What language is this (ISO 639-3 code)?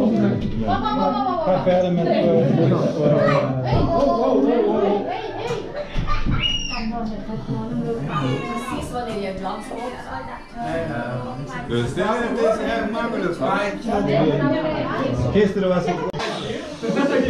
nld